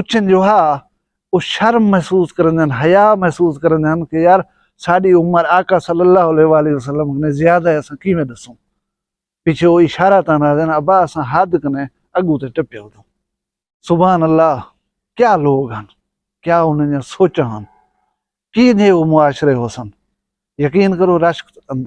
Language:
Saraiki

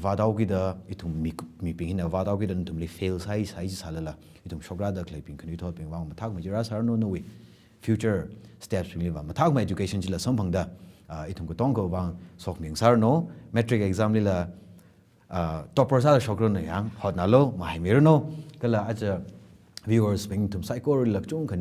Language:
Tangkhul Naga (India)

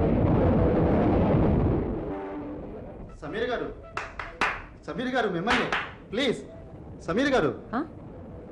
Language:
Telugu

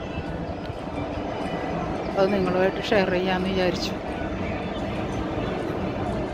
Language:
Malayalam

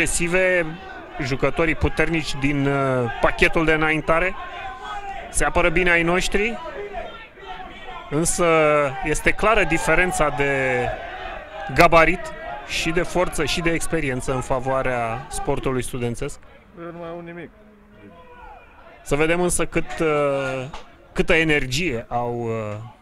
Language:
Romanian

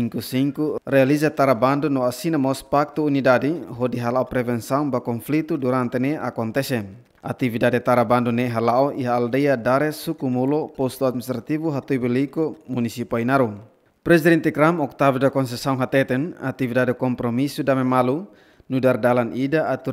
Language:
Tetum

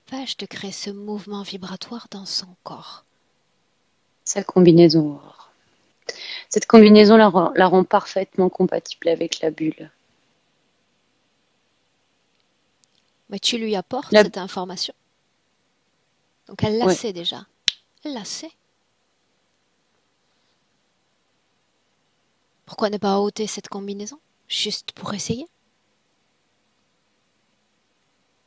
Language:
French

